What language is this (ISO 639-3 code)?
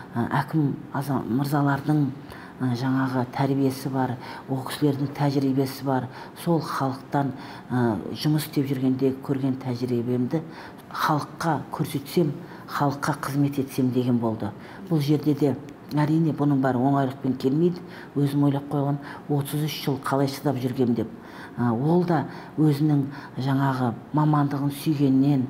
kaz